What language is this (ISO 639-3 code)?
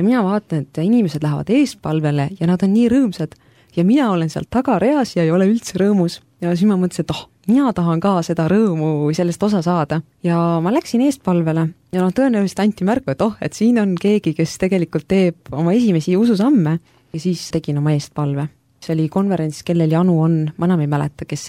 est